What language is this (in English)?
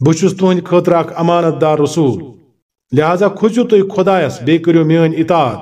Kashmiri